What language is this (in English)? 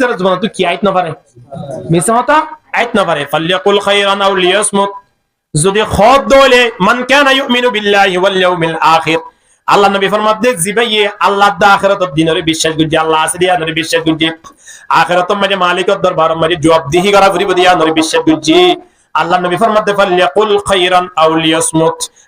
Rohingya